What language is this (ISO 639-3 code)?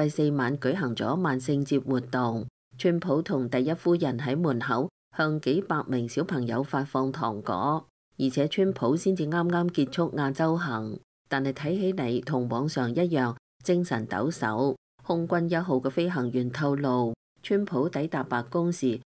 yue